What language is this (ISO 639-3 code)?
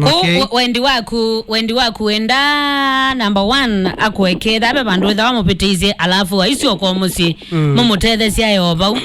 kam